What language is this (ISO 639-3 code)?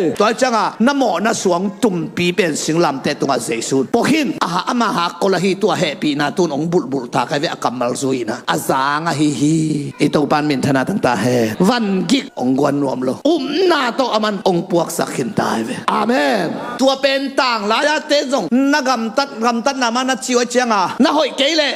ctd